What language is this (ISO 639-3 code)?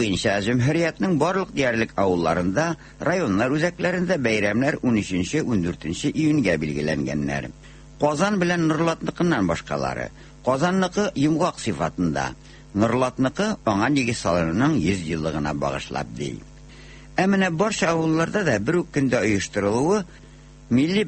tat